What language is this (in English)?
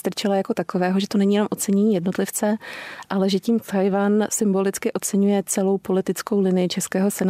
Czech